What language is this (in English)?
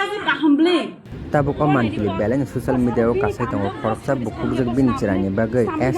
Kok Borok